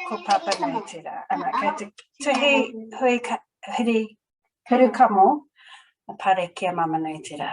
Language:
Māori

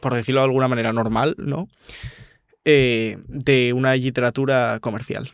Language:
Asturian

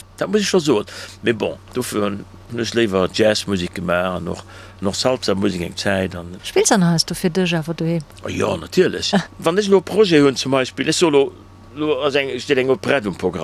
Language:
Luxembourgish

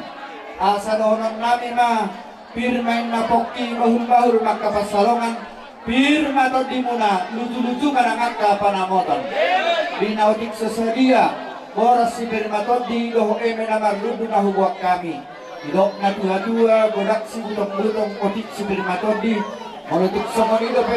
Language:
Batak Toba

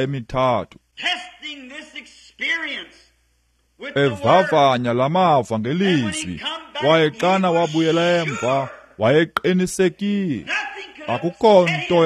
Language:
Xhosa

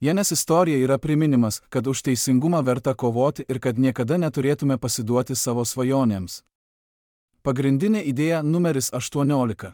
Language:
Lithuanian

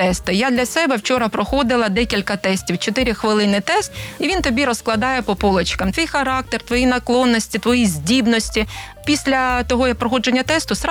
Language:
Ukrainian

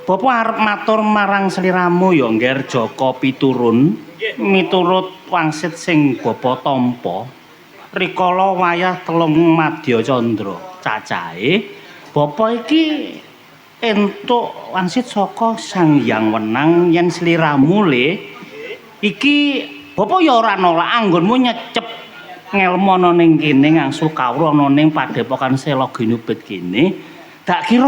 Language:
Javanese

